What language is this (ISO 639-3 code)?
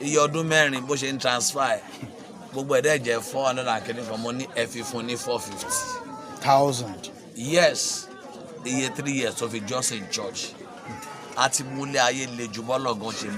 yor